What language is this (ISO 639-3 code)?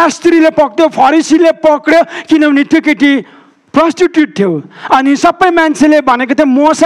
nep